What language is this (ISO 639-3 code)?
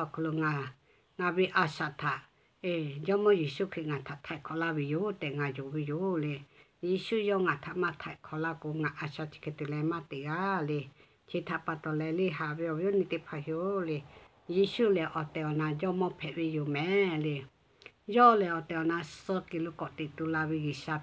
lhu